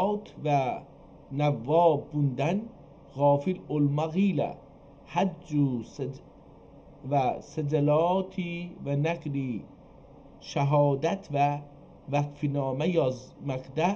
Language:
South Azerbaijani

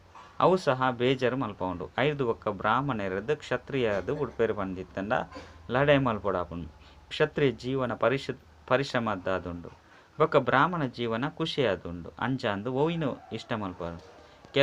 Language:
Tulu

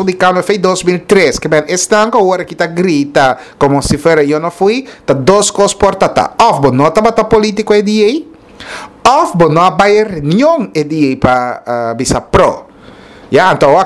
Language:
Papiamento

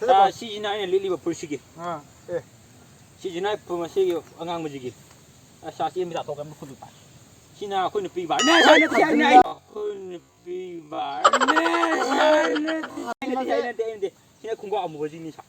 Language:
Manipuri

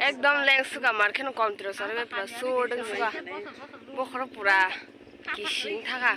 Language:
Kok Borok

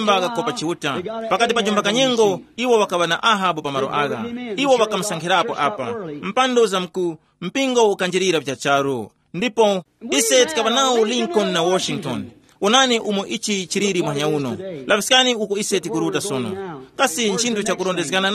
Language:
Tumbuka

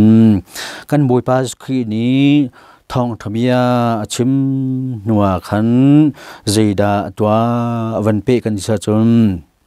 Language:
Hakha Chin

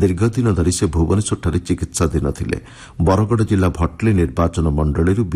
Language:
Odia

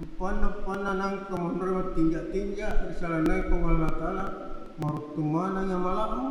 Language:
Buginese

